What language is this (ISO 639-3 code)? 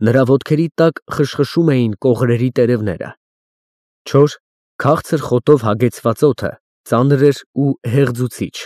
hye